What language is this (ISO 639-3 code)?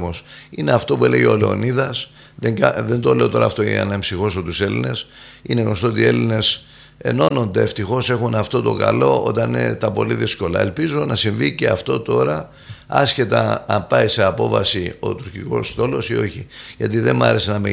ell